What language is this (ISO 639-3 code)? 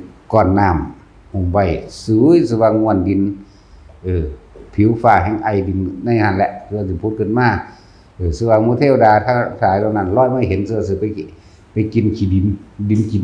tts